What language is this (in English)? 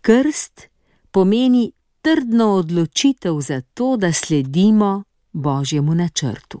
Slovenian